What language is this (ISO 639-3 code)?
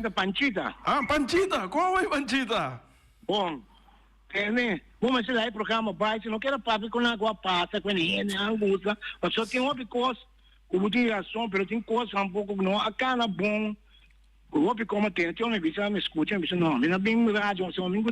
pap